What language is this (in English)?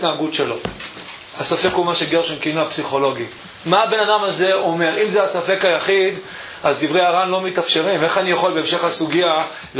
Hebrew